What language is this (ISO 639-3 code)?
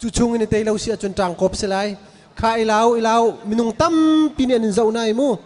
cnh